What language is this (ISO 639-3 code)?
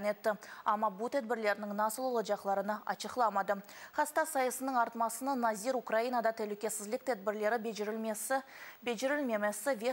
crh